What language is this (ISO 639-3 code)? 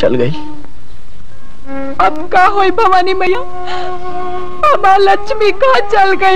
bho